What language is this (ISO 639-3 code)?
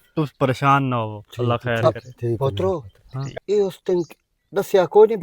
lah